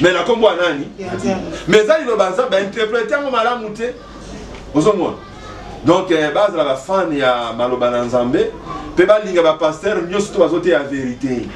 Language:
Lingala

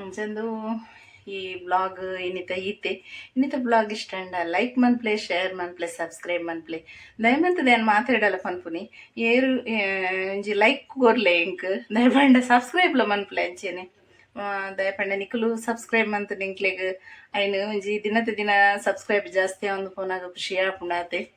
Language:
Tulu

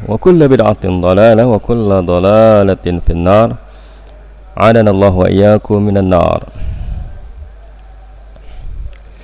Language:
Indonesian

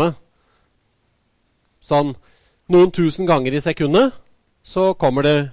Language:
Norwegian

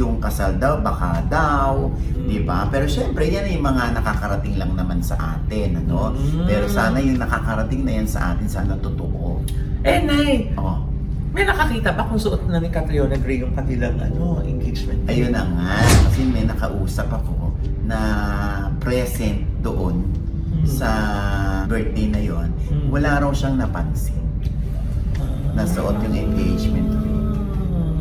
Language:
Filipino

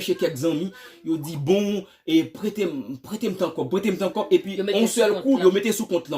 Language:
Haitian Creole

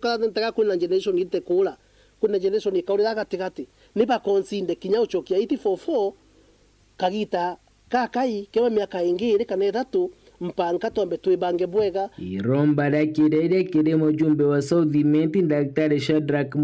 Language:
Meru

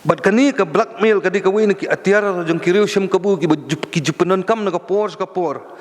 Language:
Khasi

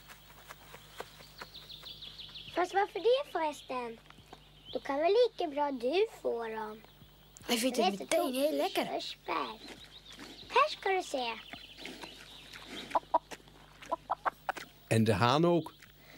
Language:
Dutch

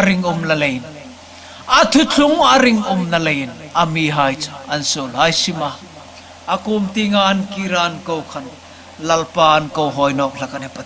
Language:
Hmar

